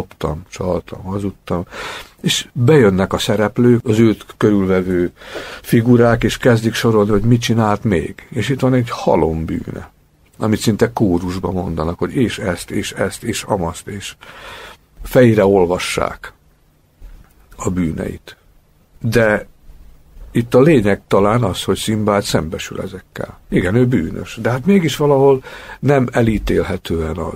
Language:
Hungarian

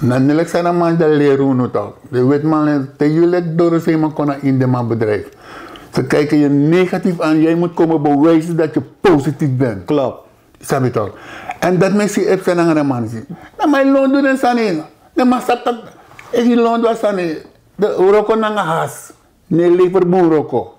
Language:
Sranan Tongo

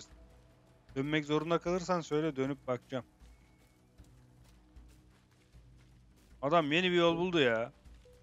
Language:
Turkish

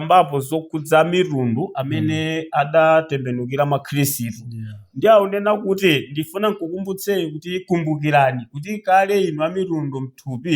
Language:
Nyanja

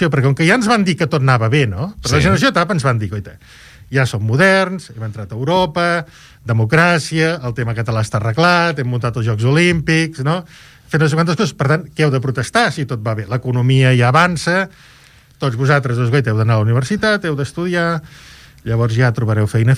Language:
Catalan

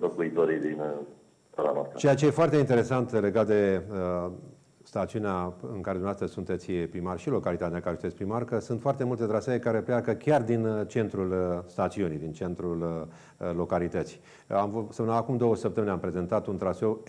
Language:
Romanian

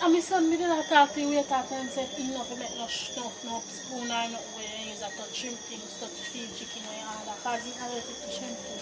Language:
Jamaican Creole English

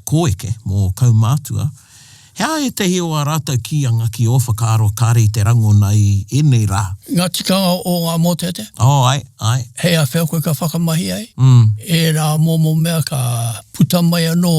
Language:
Māori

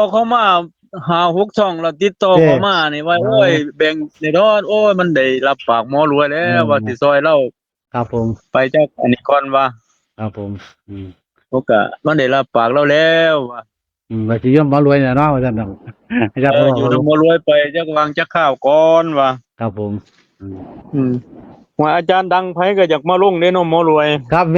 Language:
Northeastern Thai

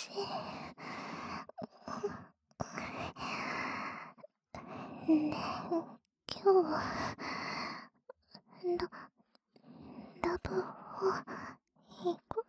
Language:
Japanese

